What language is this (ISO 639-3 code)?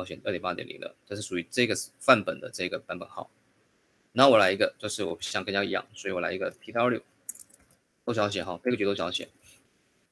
zho